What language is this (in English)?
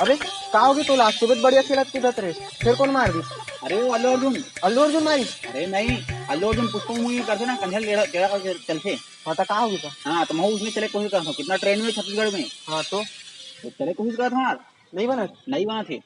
Chhattisgarhi